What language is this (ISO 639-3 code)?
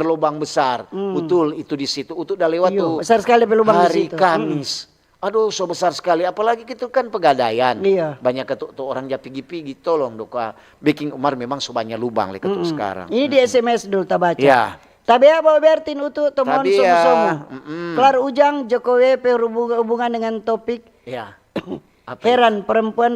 xmm